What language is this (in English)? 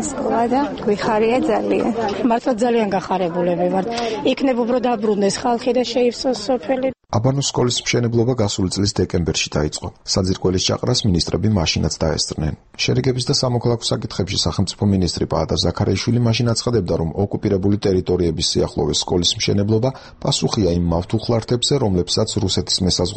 Georgian